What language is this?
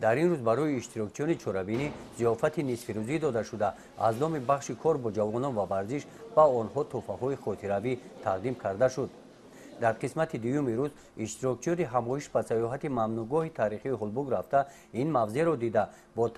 Tajik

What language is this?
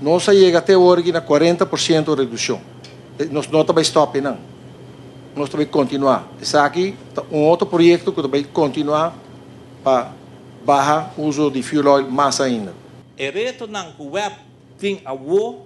Papiamento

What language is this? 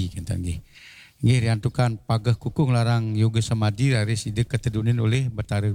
Balinese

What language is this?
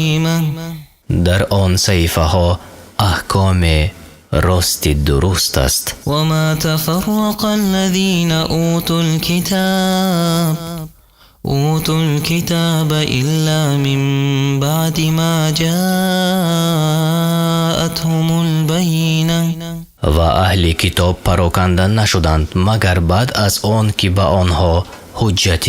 Tajik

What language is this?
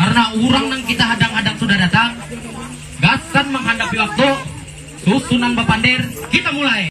Banjar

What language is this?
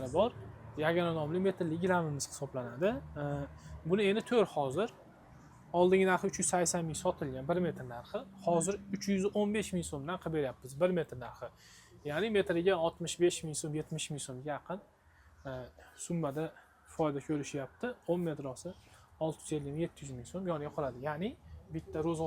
Uzbek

